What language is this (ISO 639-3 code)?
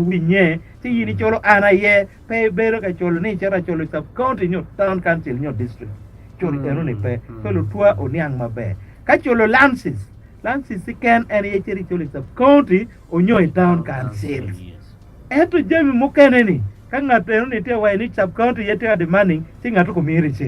ach